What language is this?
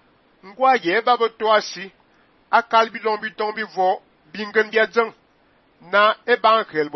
Fang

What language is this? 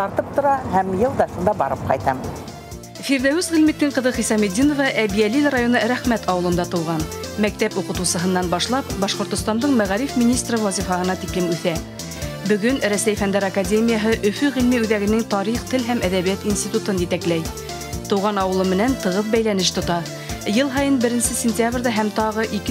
Bashkir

